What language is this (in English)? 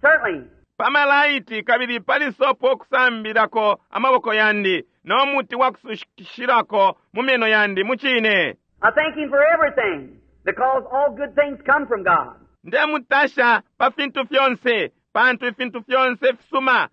Bemba